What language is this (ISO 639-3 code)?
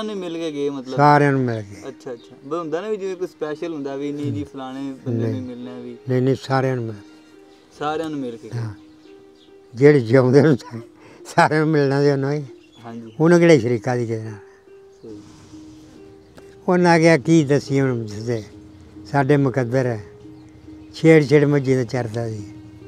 pan